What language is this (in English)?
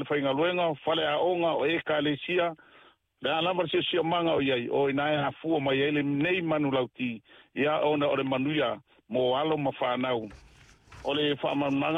Samoan